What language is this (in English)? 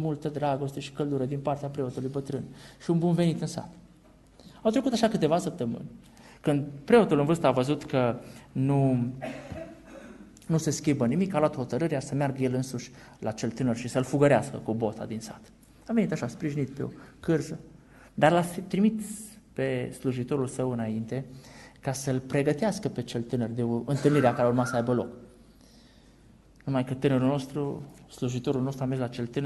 Romanian